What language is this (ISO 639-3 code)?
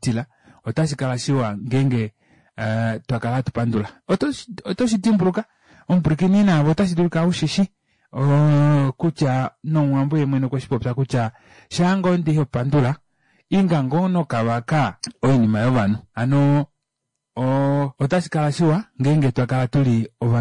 kua